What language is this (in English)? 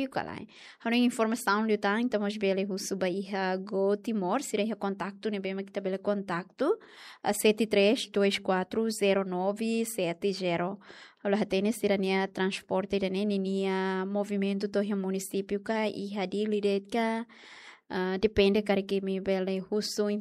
Tetum